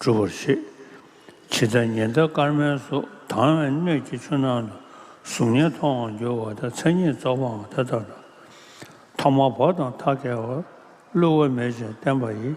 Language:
Tibetan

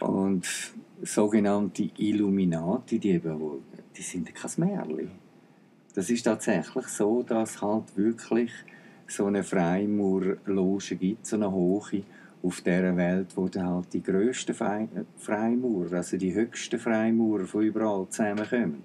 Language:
Swiss German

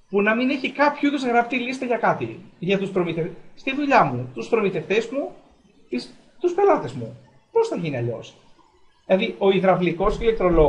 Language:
Greek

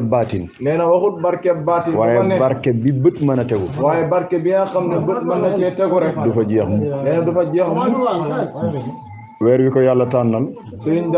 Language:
Wolof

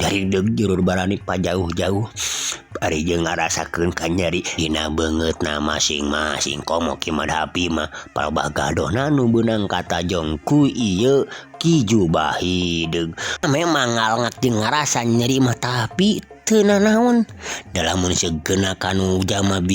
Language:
Sundanese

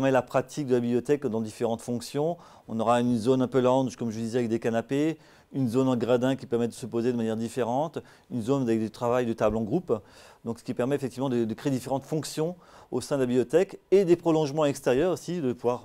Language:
French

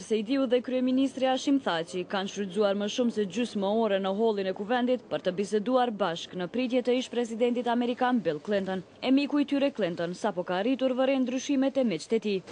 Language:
Albanian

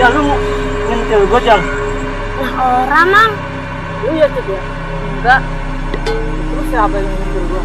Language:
Betawi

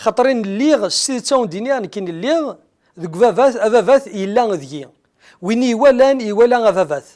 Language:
Kabyle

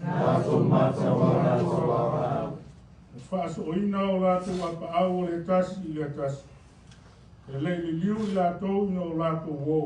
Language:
Samoan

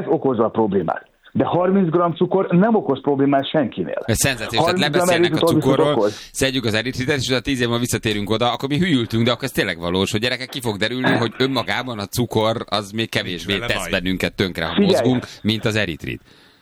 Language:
Hungarian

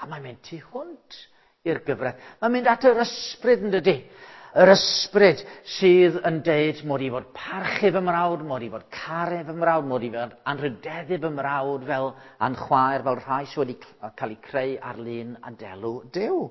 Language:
Welsh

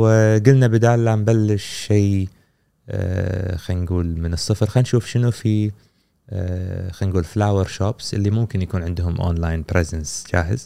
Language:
Gulf Arabic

